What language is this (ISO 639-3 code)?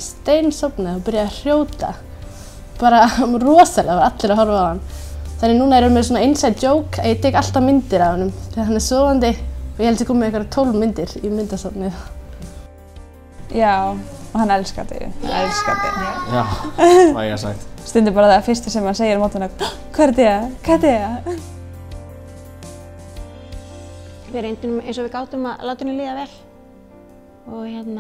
isl